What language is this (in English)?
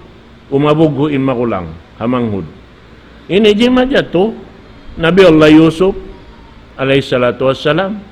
Tausug